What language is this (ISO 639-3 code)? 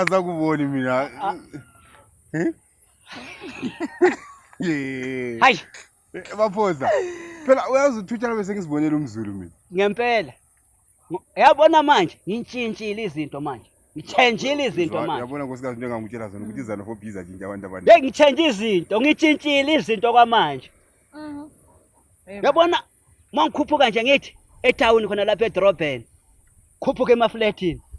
zul